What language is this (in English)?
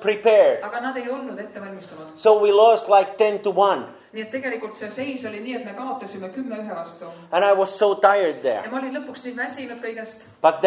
Estonian